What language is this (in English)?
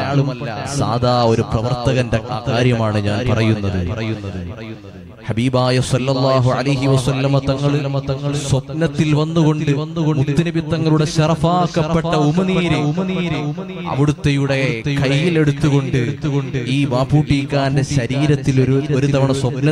Malayalam